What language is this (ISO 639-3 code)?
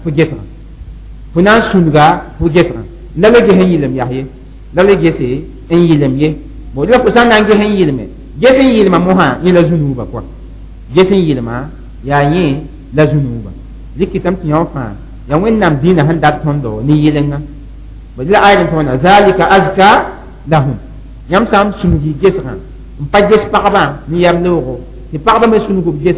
mos